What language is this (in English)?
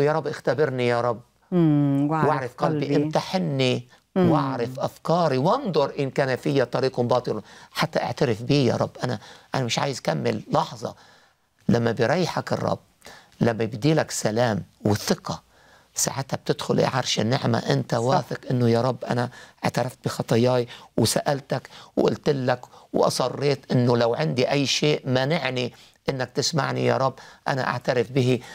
Egyptian Arabic